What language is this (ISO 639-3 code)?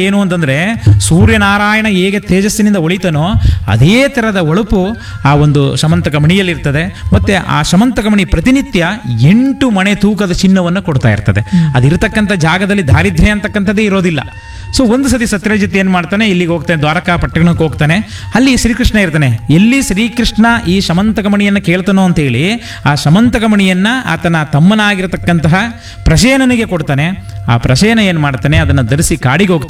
kan